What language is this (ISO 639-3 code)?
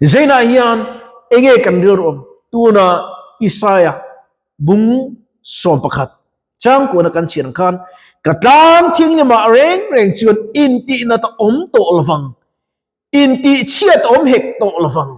lus